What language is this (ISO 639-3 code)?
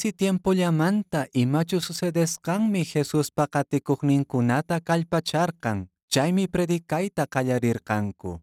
que